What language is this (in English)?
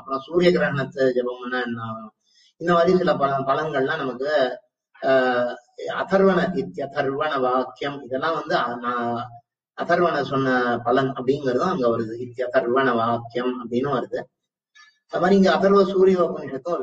Tamil